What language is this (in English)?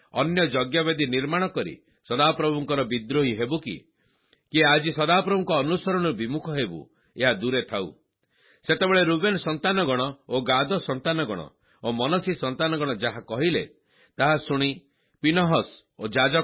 Odia